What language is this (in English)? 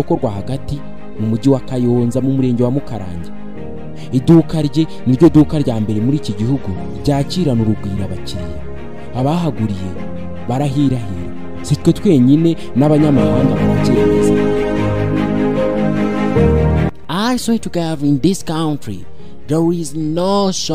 Kinyarwanda